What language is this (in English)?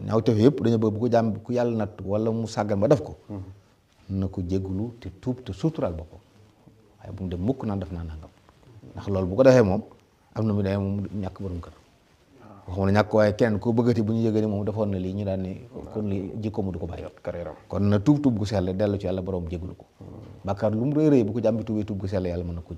Wolof